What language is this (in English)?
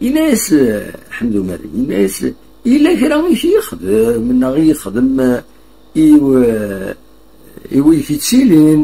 Kabyle